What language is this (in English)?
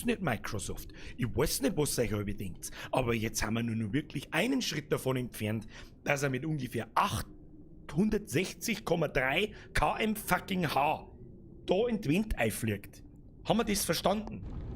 Bavarian